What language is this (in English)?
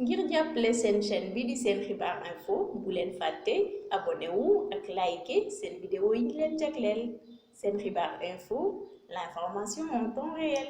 Wolof